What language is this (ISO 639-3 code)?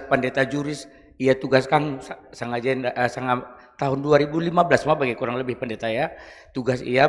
btx